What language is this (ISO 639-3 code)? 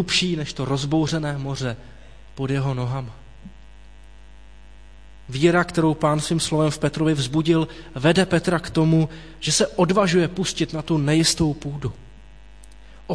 ces